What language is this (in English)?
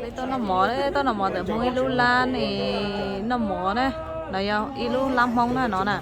Hmong